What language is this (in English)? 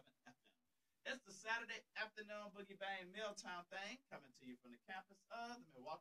English